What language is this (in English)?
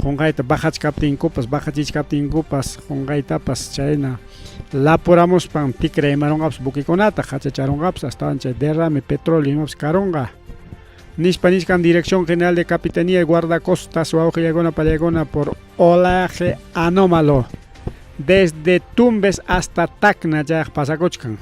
Ayacucho Quechua